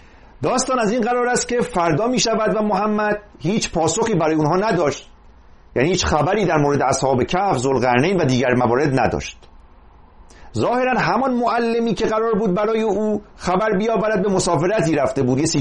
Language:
Persian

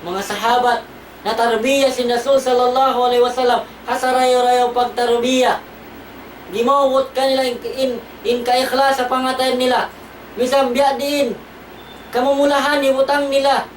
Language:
Tausug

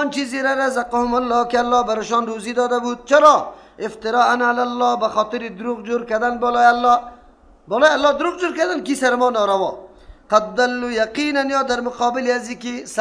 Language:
Persian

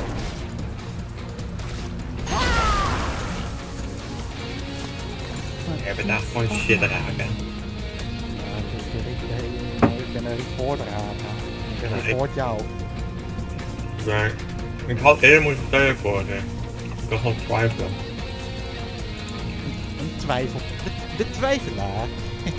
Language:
Dutch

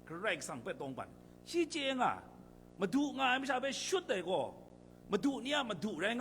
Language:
Kachin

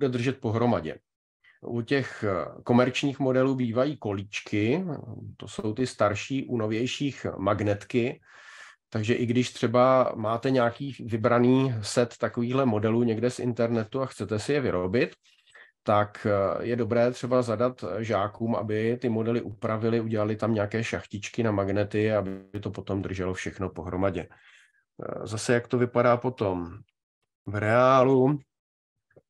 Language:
Czech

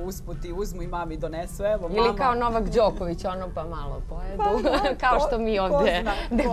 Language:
Serbian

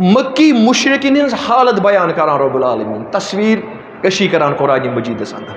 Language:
Kashmiri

